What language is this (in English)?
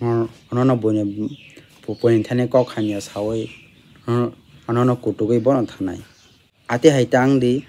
Kok Borok